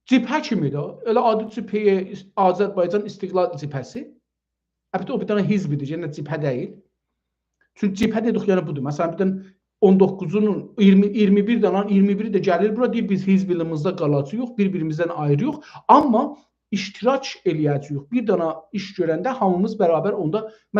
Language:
South Azerbaijani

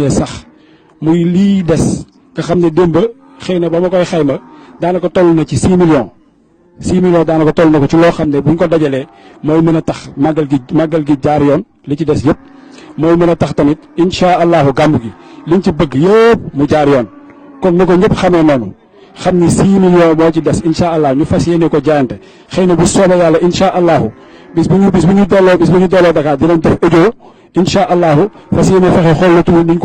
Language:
Wolof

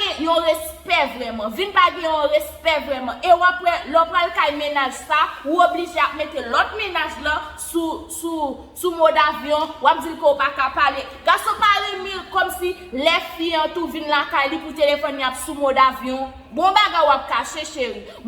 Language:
Haitian Creole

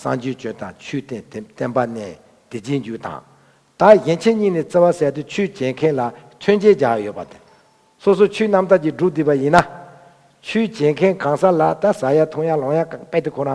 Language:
Tibetan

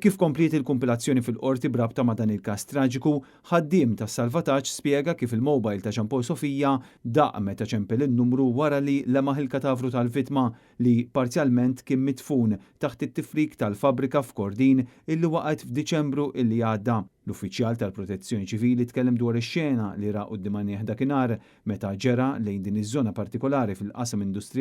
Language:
Maltese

